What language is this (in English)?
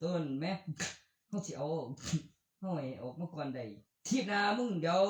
Northeastern Thai